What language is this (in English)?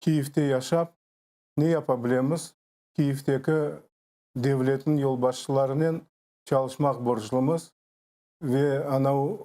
Crimean Tatar